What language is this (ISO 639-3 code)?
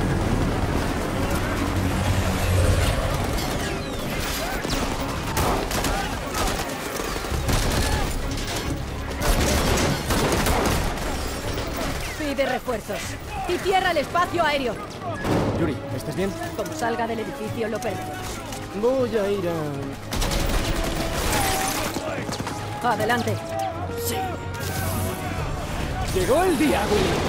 spa